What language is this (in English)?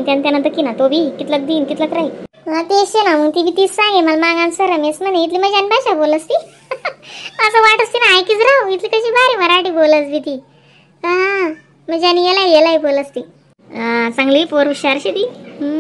Khandesi